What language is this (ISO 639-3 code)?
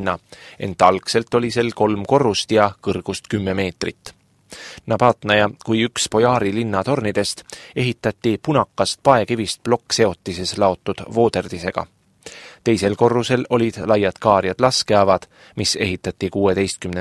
est